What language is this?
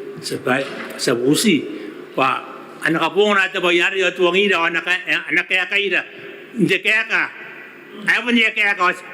Gilbertese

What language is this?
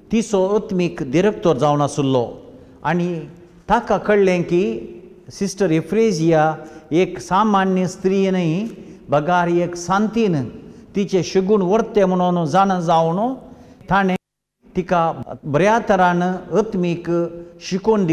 Konkani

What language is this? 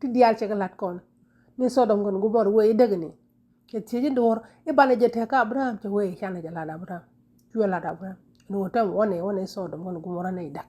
Nuer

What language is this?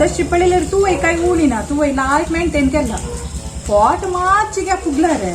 Konkani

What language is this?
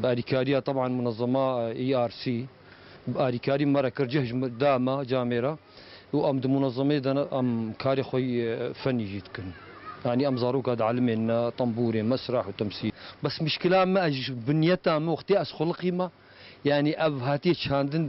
Kurdish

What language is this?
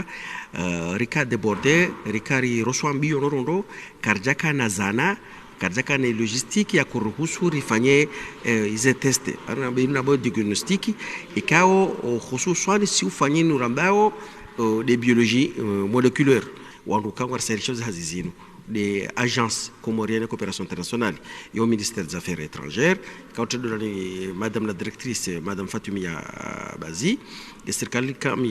Ngazidja Comorian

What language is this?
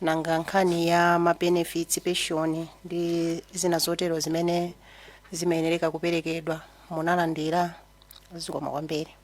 Nyanja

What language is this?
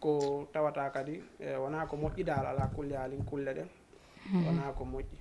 Fula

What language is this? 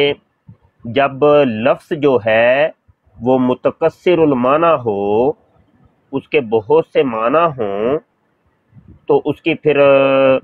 Urdu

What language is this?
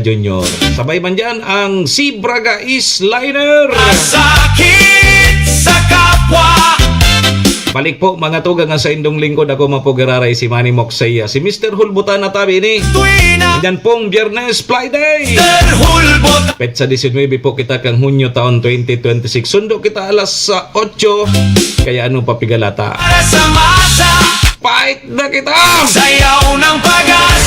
Bikol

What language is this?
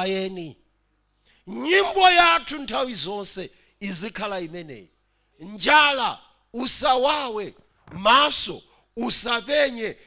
Nyanja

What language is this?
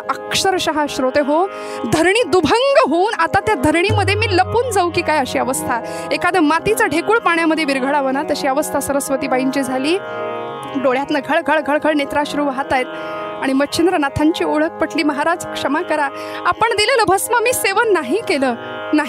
Marathi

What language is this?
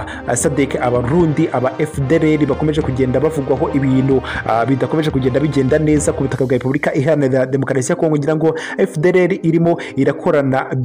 Kinyarwanda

